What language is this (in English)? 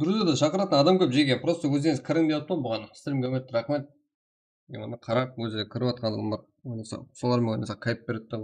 Kara-Kalpak